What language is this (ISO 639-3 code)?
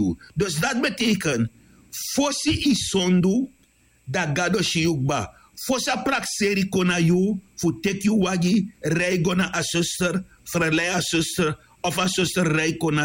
srn